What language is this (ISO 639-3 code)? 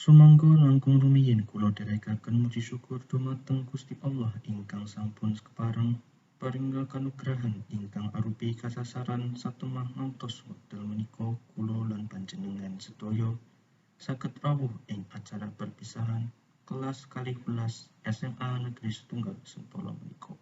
jav